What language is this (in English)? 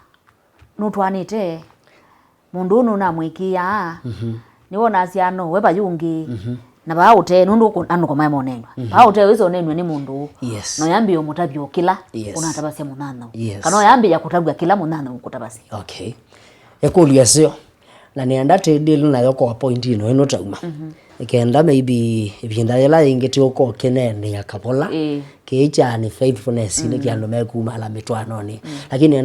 Kamba